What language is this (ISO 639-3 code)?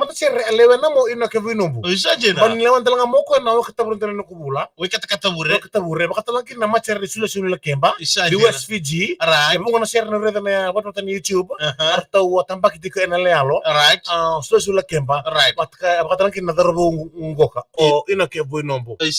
fij